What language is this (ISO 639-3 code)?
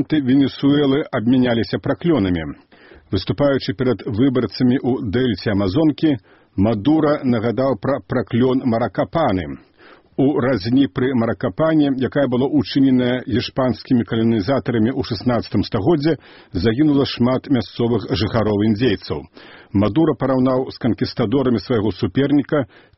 bel